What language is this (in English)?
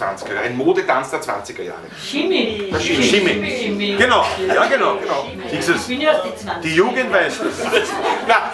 Bavarian